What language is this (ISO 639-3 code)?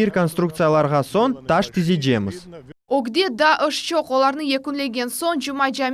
crh